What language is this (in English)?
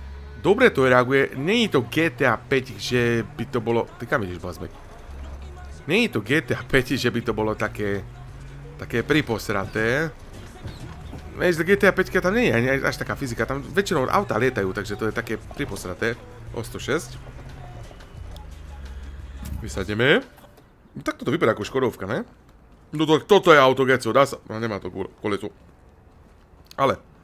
Slovak